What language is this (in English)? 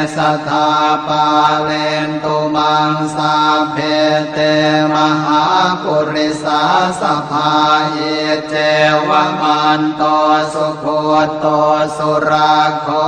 Pali